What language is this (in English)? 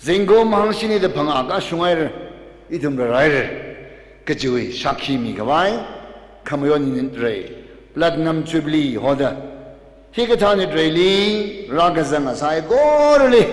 Tangkhul Naga (India)